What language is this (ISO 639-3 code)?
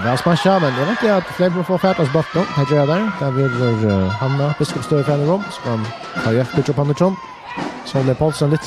fao